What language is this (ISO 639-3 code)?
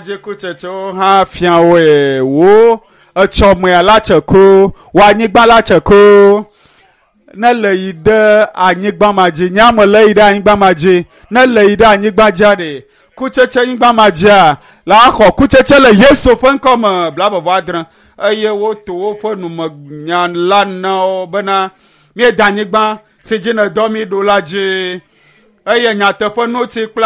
ewe